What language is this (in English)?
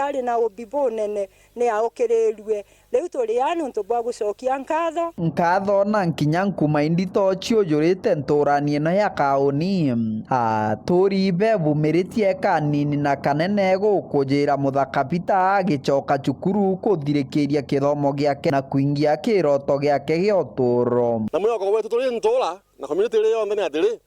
Meru